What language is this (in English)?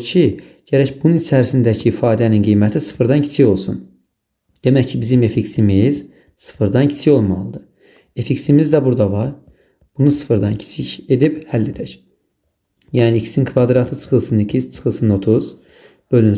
Azerbaijani